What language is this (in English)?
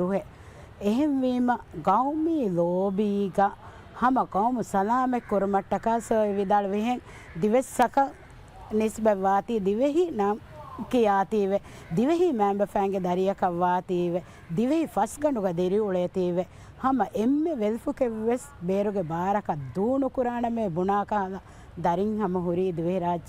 Divehi